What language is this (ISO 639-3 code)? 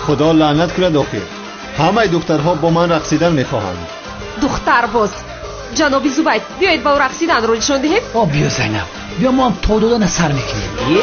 tgk